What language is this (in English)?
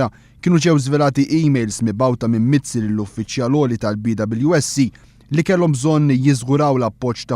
Maltese